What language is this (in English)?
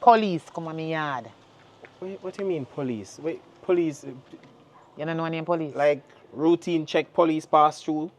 Jamaican Creole English